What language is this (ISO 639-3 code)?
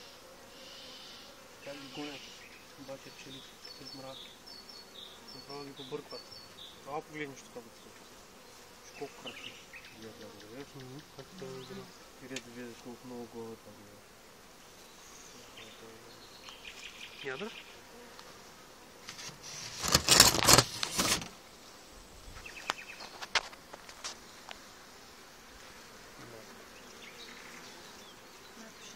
bul